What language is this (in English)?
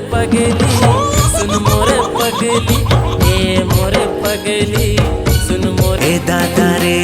Chhattisgarhi